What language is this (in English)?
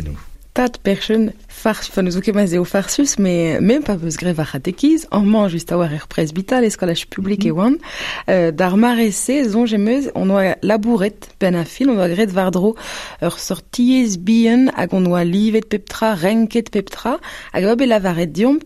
Breton